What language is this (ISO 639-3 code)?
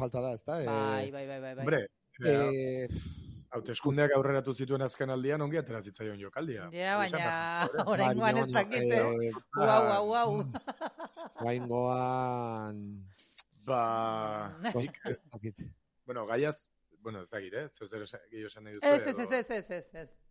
eus